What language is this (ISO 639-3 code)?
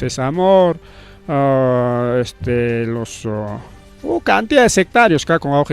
quy